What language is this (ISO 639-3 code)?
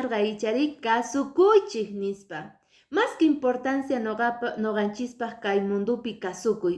que